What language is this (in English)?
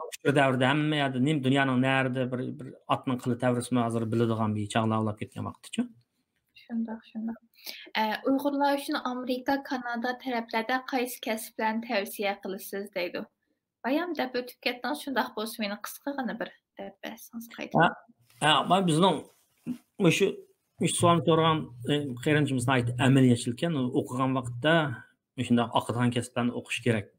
Uyghur